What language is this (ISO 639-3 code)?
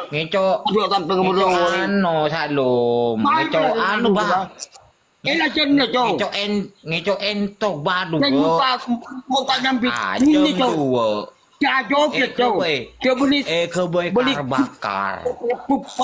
mad